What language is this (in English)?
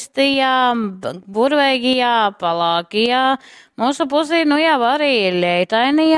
Latgalian